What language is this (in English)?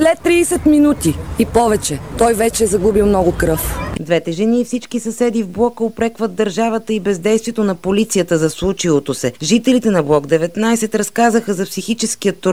Bulgarian